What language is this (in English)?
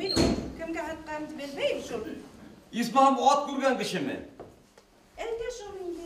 Bashkir